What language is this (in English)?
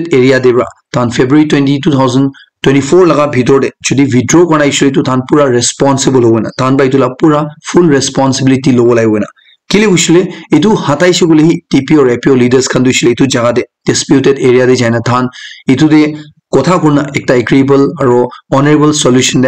Naga Pidgin